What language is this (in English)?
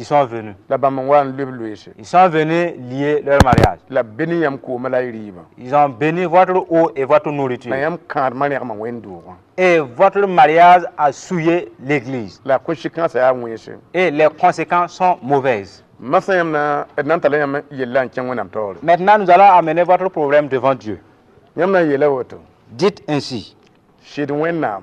Mossi